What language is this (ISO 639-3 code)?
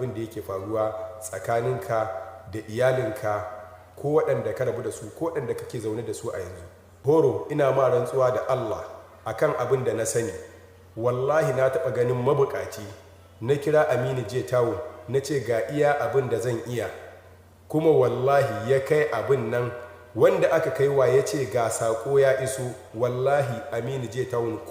hau